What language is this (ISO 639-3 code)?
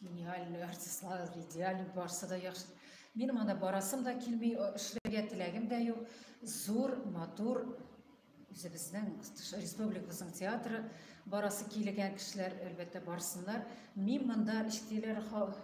tat